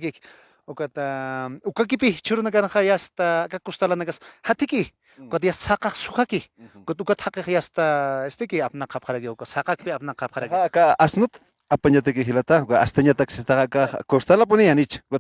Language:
Aymara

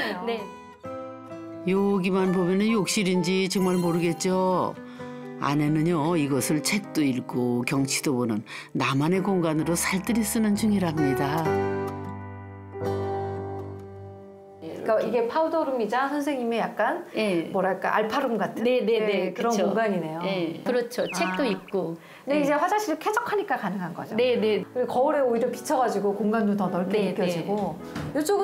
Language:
Korean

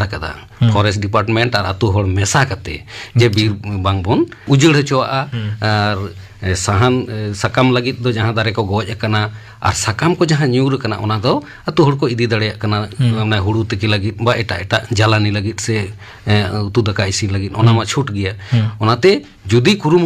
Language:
Santali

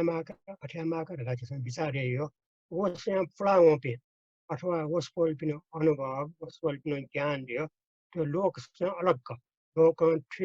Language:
Newari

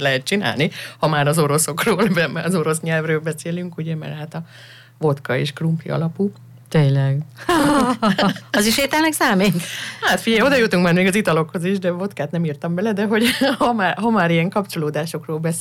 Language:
Hungarian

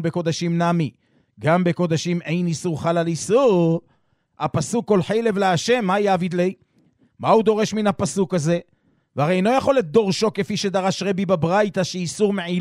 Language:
Hebrew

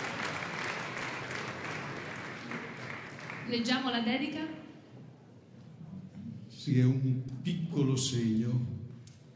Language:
Italian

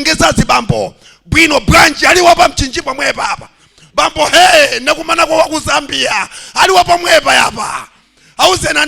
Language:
Nyanja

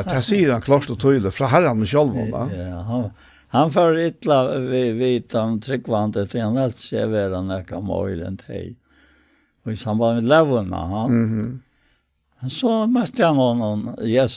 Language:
Faroese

